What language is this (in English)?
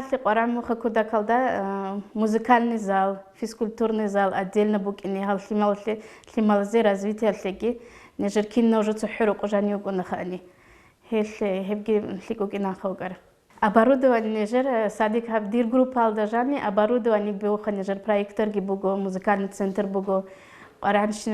Avaric